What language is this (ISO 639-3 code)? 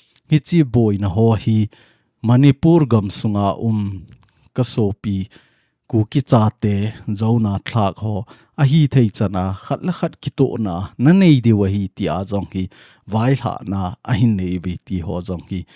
tcz